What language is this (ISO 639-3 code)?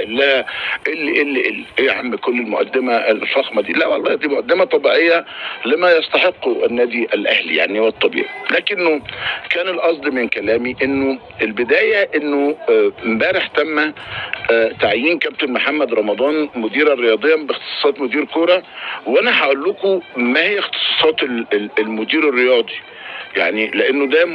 arz